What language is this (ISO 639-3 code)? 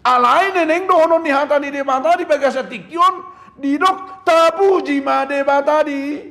bbc